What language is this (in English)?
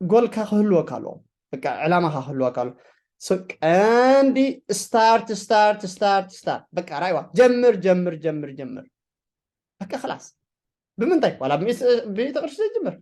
Tigrinya